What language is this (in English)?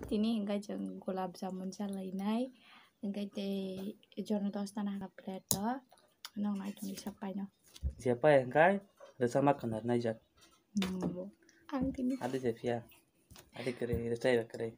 Kok Borok